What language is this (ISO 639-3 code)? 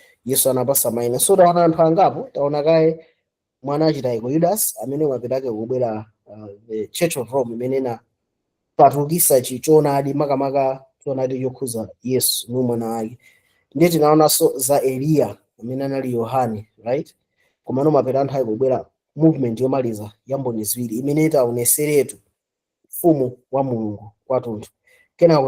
nya